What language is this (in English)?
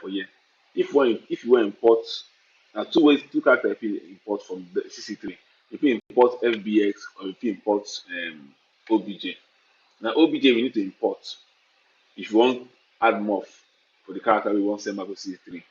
Nigerian Pidgin